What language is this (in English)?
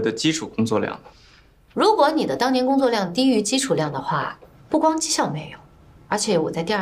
Chinese